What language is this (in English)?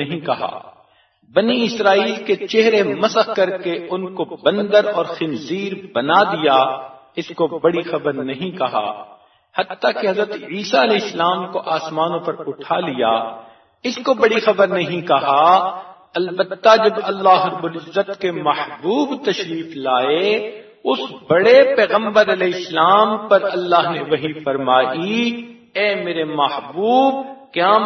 Urdu